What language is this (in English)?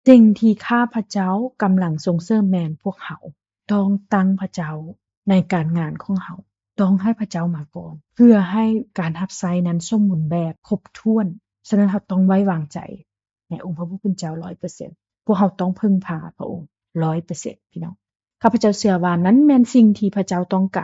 Lao